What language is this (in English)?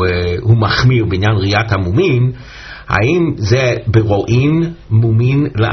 Hebrew